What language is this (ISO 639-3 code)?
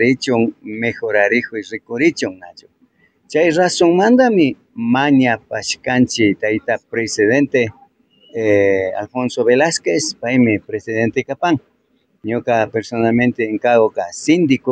qvi